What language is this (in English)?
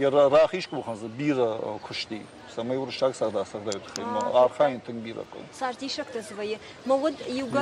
Ossetic